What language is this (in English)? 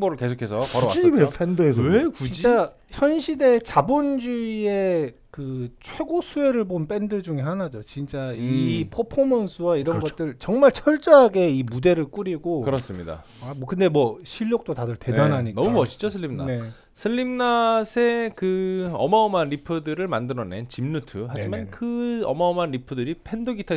Korean